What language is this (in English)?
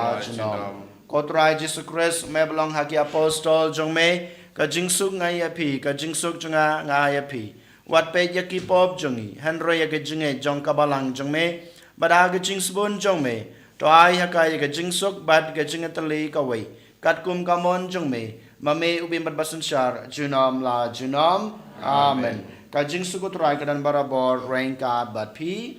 Khasi